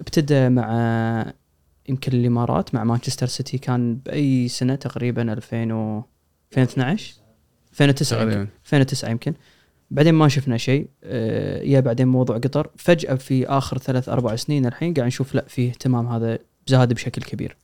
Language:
Gulf Arabic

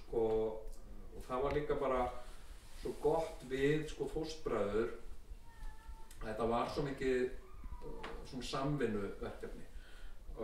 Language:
Icelandic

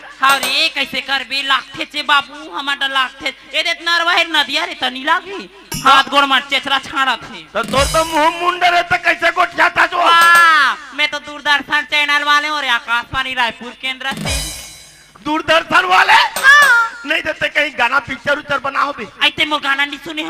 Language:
Chhattisgarhi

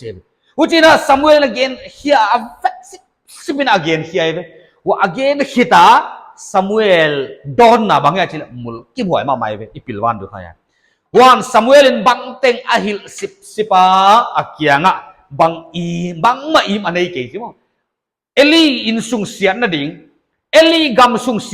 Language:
Paite Chin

